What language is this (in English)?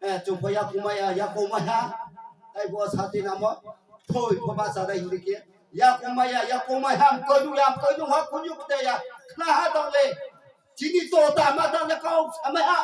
Riang (India)